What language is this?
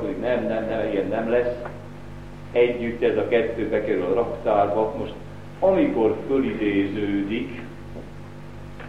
Hungarian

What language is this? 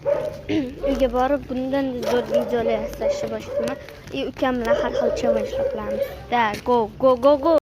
Uzbek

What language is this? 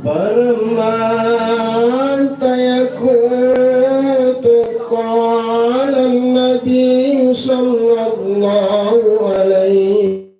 Makasar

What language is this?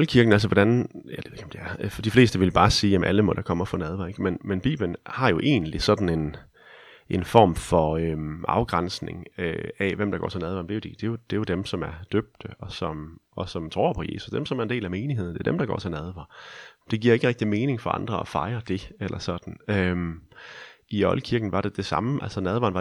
Danish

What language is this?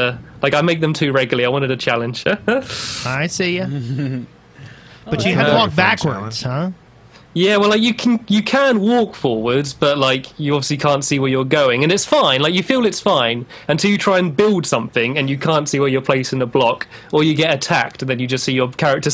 English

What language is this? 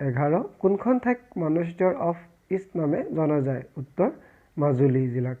Assamese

